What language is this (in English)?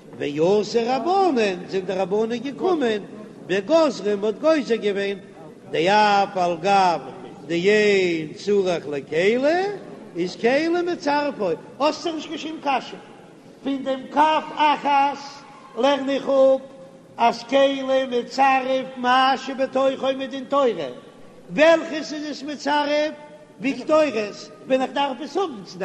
Yiddish